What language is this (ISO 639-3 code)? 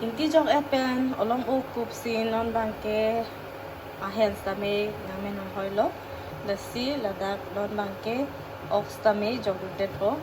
mjw